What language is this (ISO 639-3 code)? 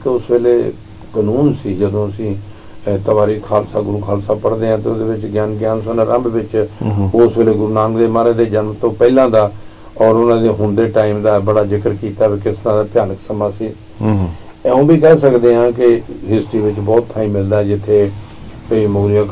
pan